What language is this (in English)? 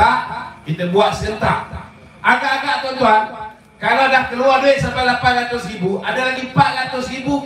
Malay